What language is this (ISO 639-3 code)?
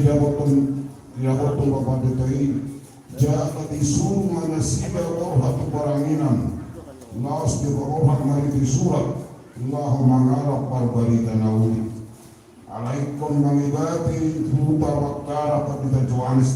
bbc